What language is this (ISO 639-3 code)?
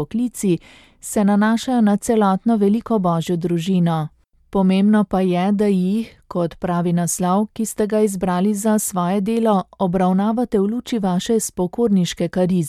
slv